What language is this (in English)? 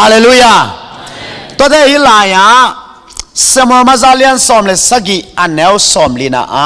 Tedim Chin